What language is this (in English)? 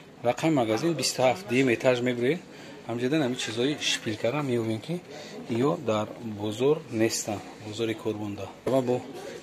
Tajik